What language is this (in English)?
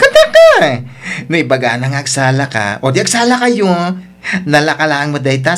Iloko